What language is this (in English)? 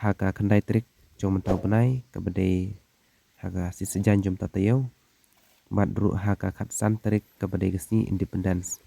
Khasi